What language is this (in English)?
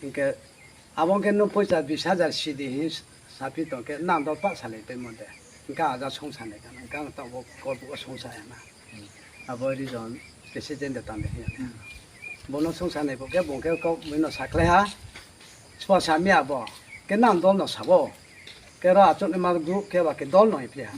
Riang (India)